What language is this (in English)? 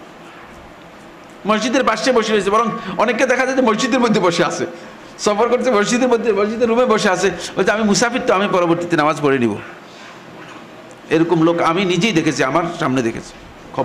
Bangla